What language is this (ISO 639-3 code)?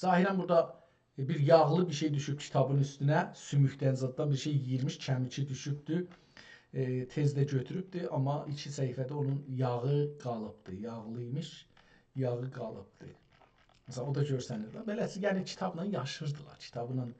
azb